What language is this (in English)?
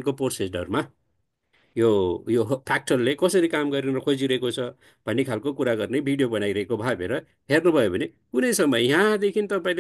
Nepali